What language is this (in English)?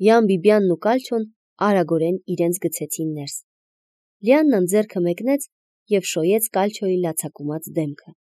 Armenian